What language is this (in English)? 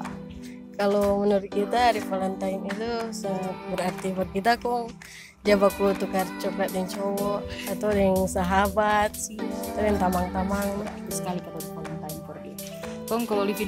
Manado Malay